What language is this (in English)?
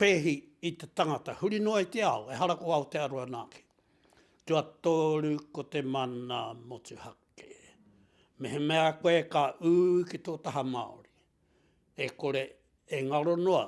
Māori